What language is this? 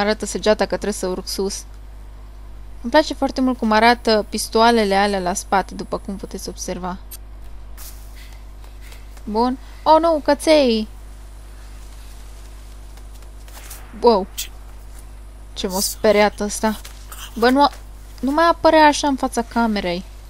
Romanian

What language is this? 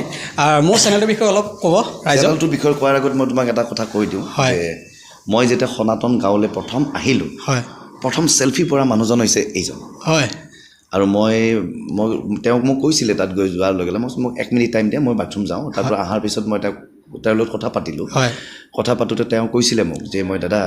Assamese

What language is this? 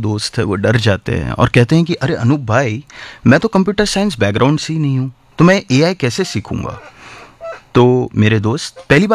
Hindi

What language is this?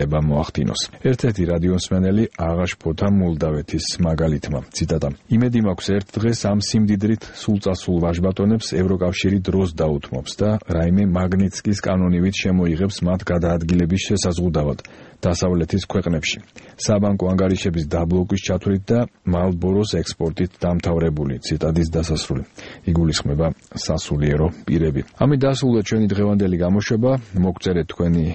Georgian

